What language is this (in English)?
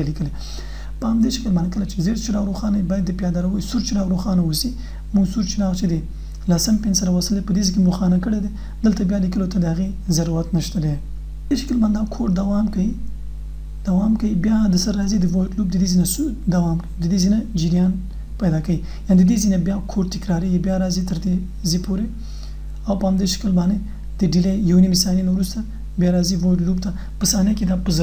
Pashto